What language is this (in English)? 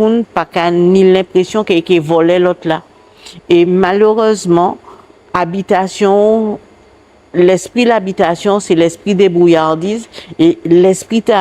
Guadeloupean Creole French